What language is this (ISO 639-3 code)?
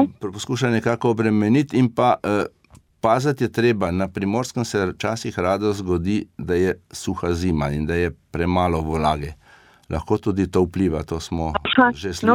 slv